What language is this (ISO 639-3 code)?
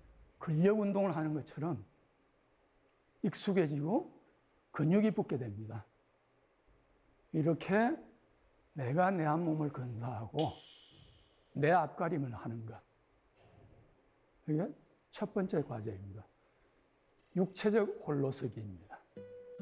kor